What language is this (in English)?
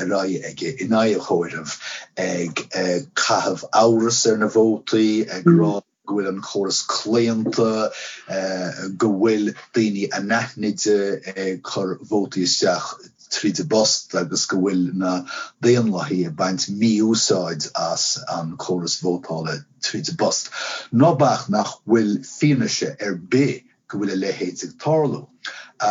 Irish